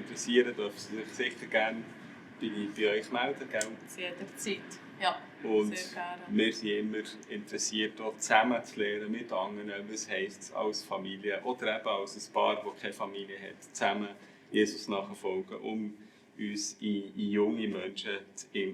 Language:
Swiss German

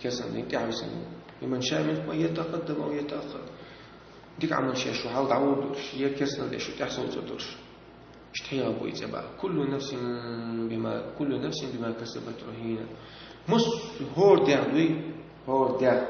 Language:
Chechen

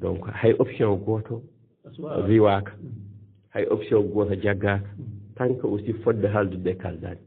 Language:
Fula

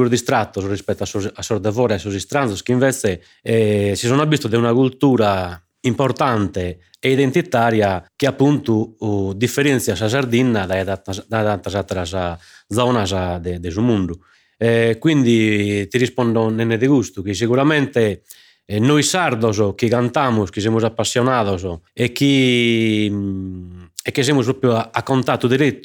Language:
Sardinian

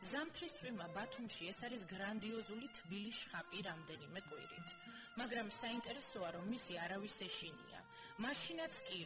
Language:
Georgian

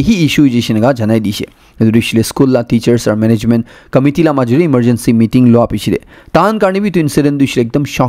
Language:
Naga Pidgin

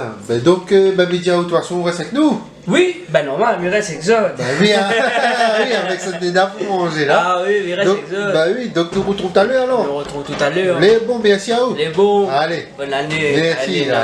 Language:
Réunion Creole French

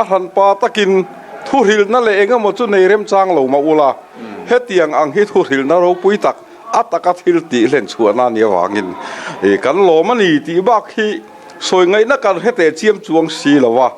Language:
Mizo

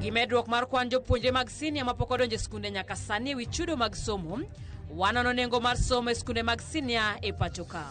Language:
Luo (Kenya and Tanzania)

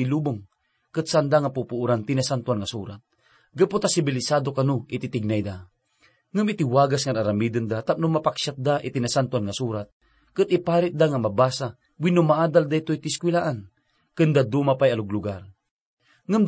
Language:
Iloko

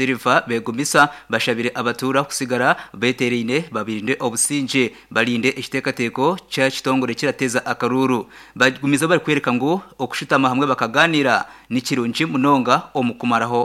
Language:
Nyankole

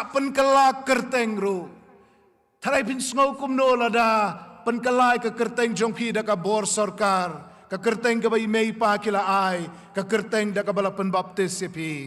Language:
Khasi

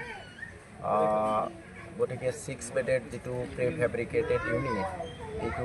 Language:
Assamese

